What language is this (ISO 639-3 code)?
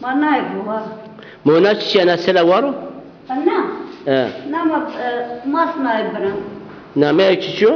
zza